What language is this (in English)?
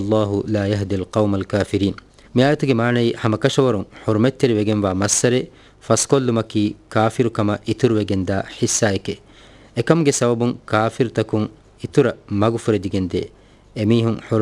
Divehi